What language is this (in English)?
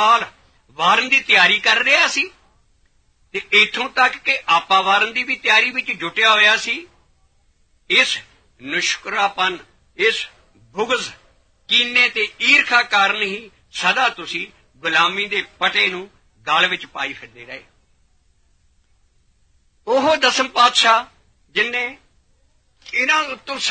Punjabi